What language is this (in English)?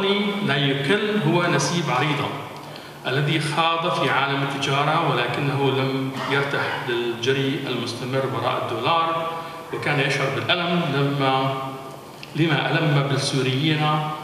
Arabic